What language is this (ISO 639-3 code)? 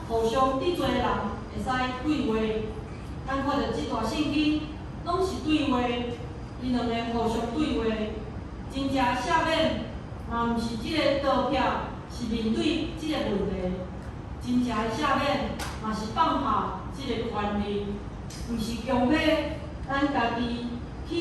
nan